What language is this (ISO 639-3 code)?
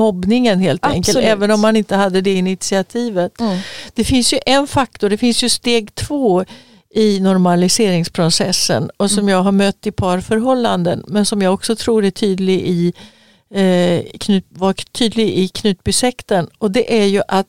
swe